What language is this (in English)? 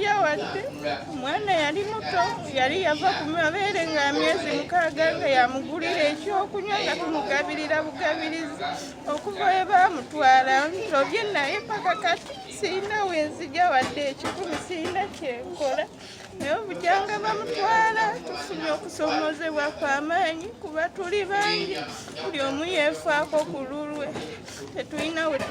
Ganda